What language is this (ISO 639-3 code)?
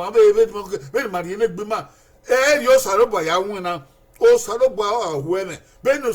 bin